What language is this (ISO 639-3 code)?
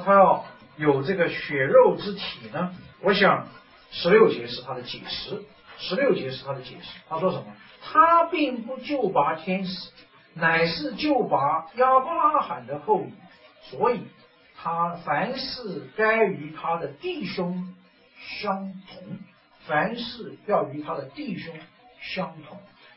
zho